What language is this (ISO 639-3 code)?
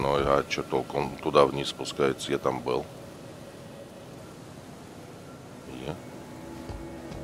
rus